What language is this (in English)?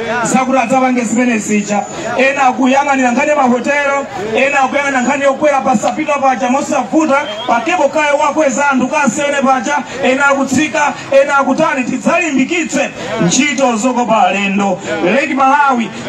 Nyanja